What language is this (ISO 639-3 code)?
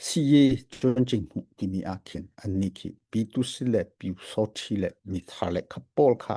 cnh